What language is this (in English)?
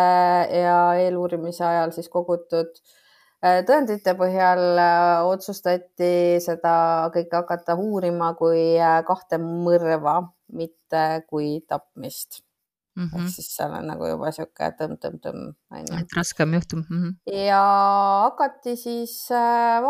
Estonian